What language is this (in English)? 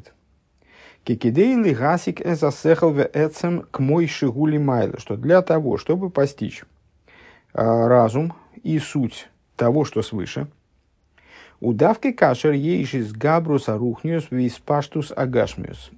Russian